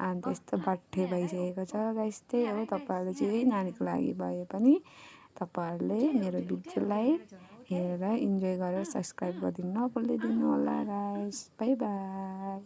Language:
Nepali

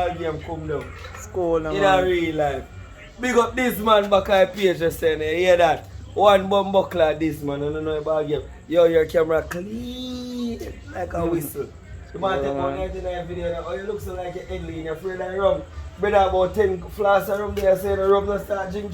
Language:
Jamaican Creole English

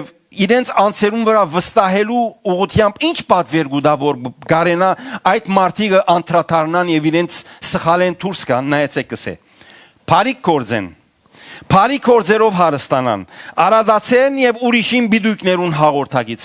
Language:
Western Armenian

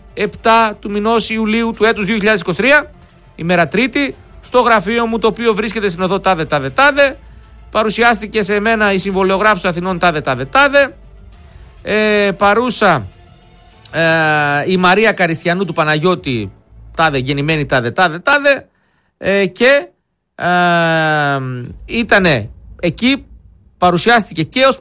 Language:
Greek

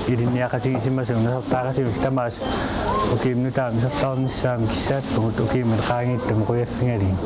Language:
Kalaallisut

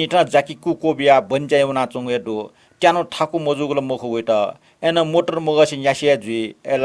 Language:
Newari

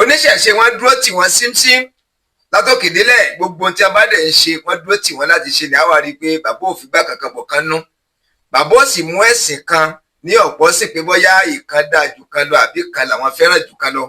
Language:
Yoruba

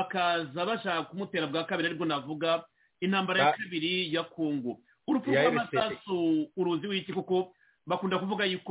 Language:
Kinyarwanda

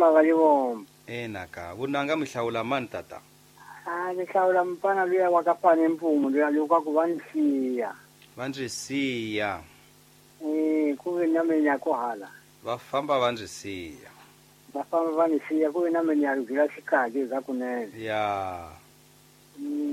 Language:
Tsonga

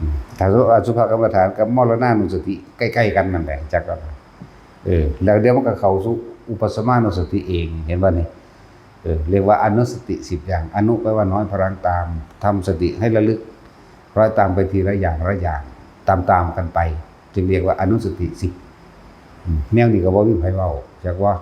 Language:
Northeastern Thai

